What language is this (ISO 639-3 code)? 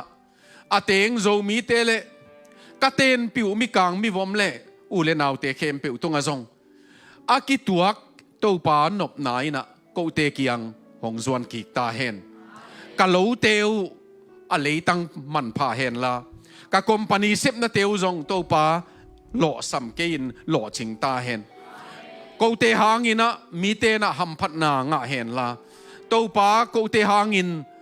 ctd